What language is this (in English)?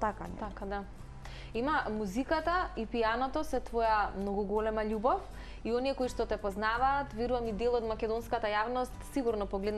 Macedonian